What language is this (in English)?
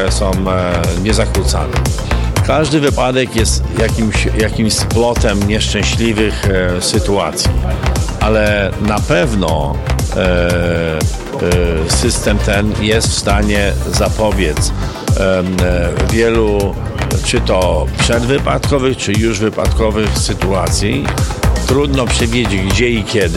Polish